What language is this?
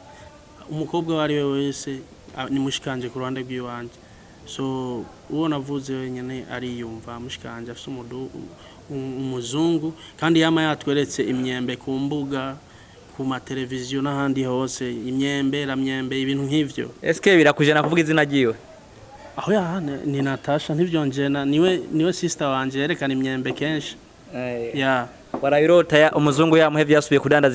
Rundi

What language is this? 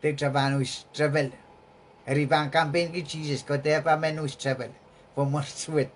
Pohnpeian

